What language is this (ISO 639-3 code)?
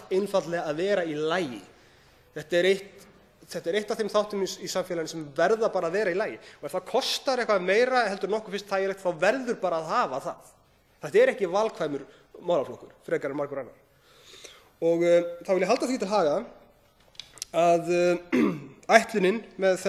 isl